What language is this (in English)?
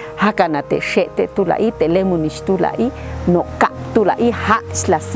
Popti'